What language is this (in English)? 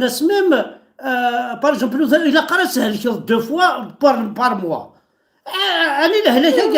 Kabyle